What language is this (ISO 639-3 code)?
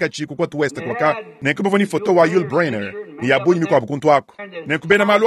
lua